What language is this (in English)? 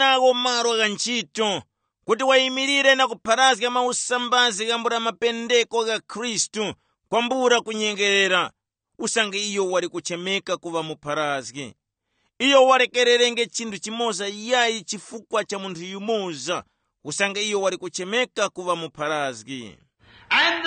Tumbuka